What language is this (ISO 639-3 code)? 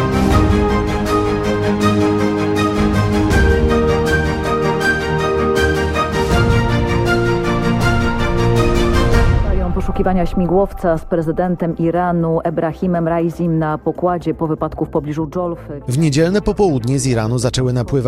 pol